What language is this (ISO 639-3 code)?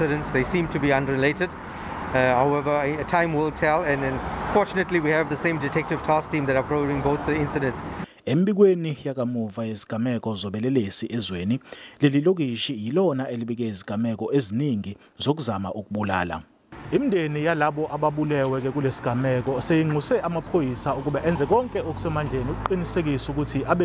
zul